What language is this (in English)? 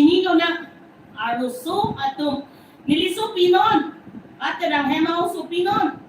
Karbi